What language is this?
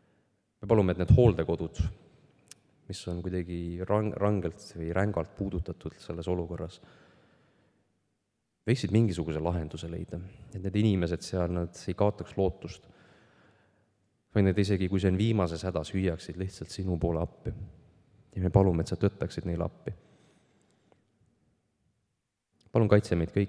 Estonian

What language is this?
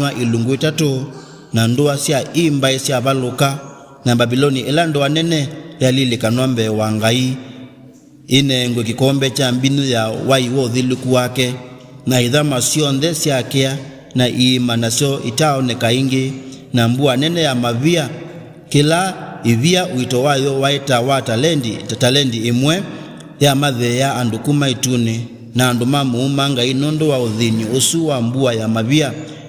Kamba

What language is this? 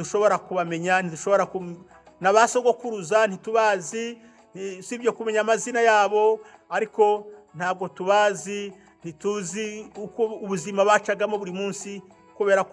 Kinyarwanda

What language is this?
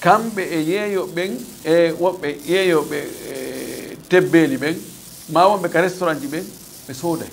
Fula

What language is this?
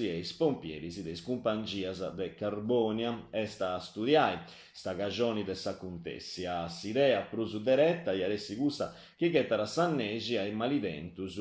Sardinian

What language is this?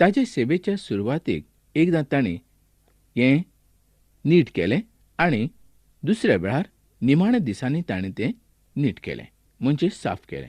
Konkani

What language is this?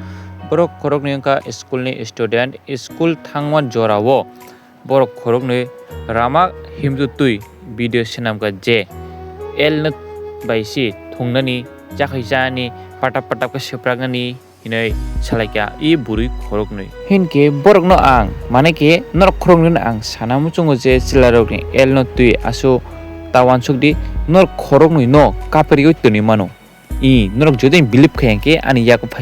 Kok Borok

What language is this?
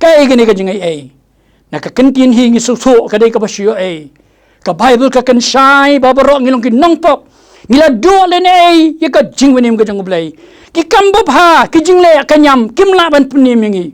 Khasi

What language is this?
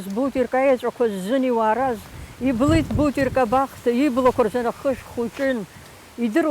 Abkhazian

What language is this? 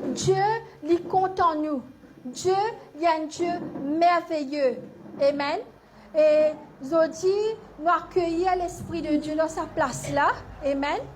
Morisyen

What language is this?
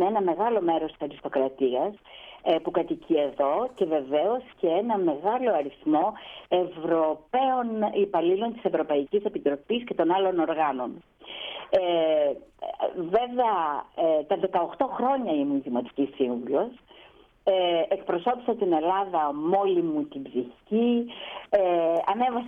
Greek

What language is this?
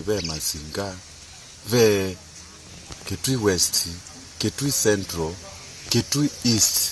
Kamba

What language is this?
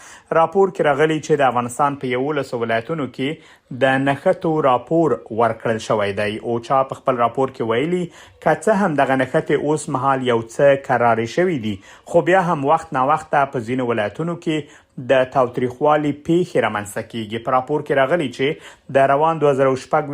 Pashto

